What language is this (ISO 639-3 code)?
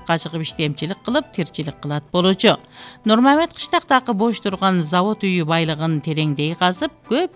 kir